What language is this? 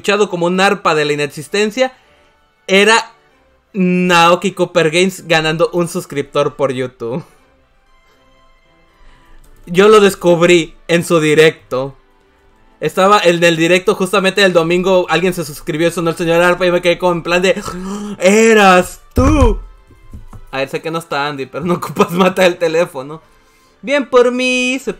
Spanish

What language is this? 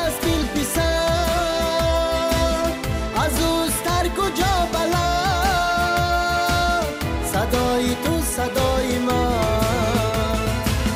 Tajik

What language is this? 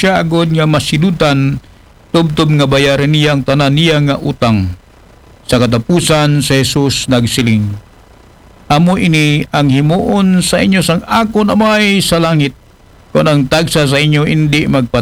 Aklanon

